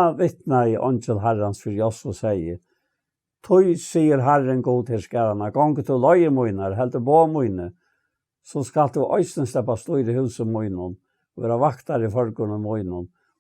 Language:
Faroese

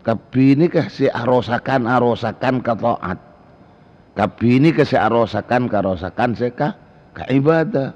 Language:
Madurese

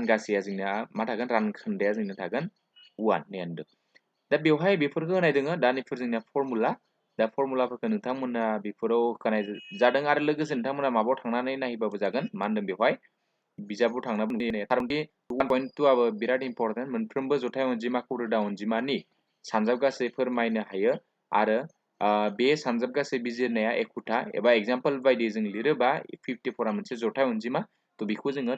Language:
Bodo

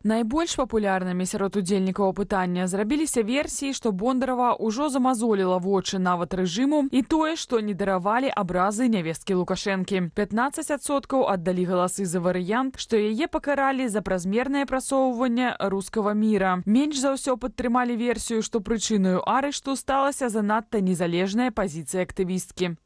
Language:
Belarusian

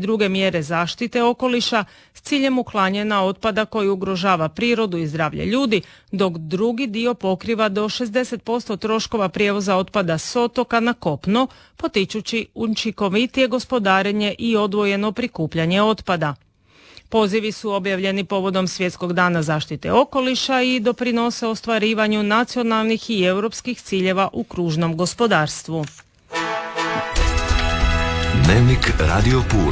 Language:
Croatian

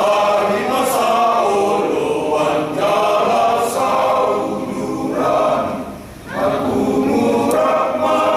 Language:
Batak Toba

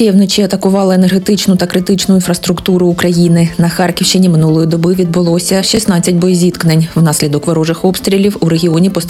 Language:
Ukrainian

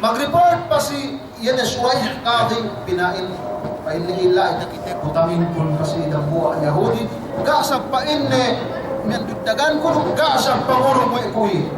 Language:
Yakan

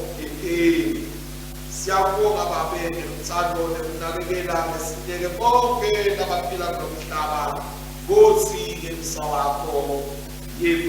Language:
Swati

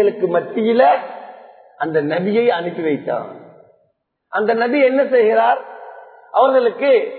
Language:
Tamil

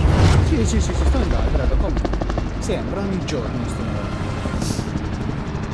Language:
Italian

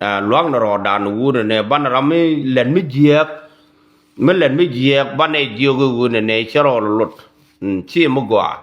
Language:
Nuer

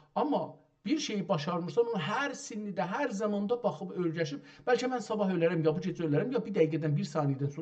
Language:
South Azerbaijani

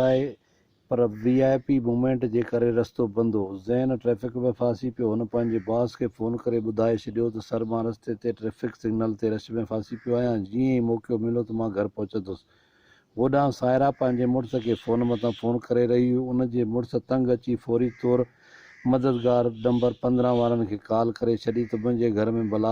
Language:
Sindhi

